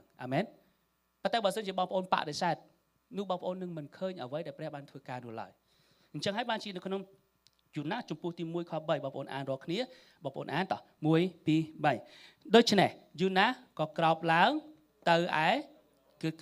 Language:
Khmer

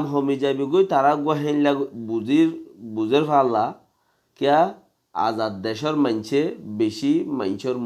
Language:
Rohingya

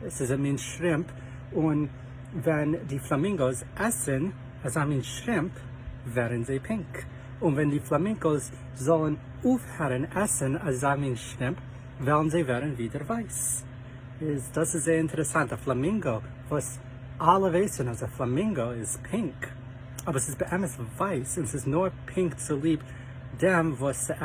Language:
Yiddish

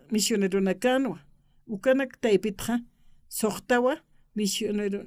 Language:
Aymara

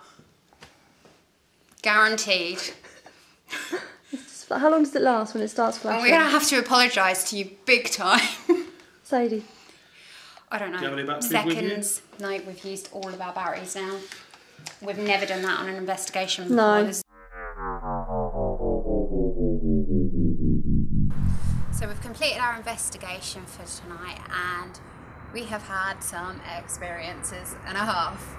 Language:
English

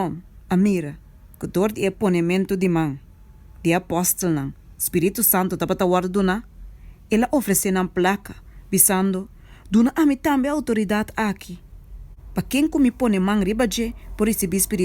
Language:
Papiamento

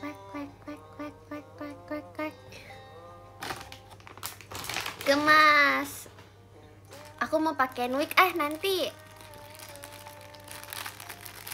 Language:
Indonesian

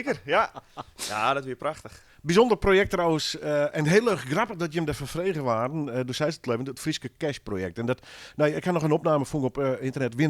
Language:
Western Frisian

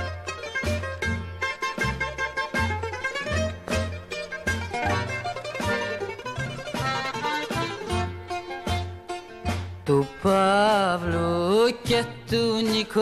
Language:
Greek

